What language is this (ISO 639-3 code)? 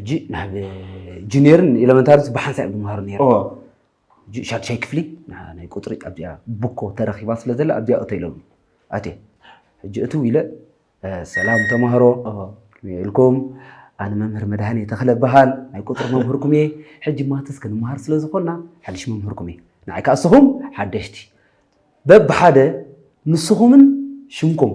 tir